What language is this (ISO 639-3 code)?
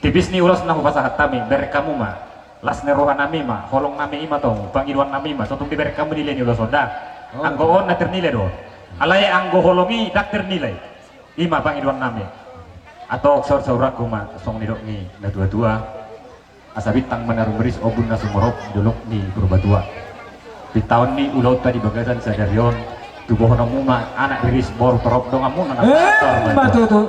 bbc